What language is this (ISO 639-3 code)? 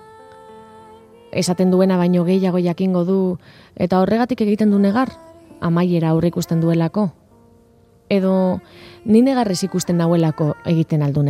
eus